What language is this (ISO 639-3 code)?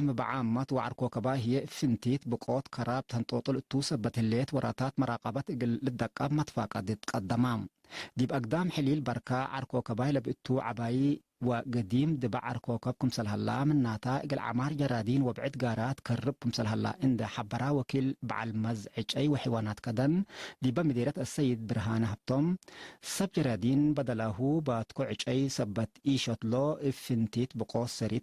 tig